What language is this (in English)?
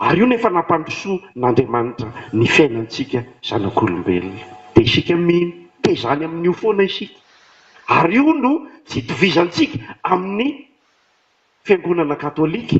Malagasy